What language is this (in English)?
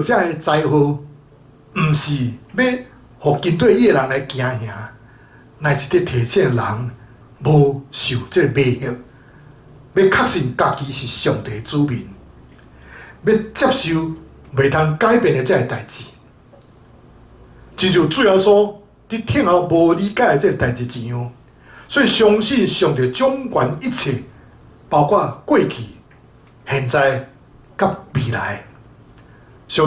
Min Nan Chinese